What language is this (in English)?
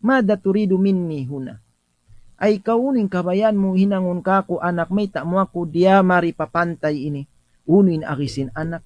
Tausug